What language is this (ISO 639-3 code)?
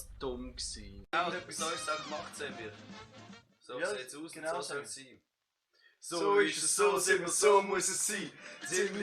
gsw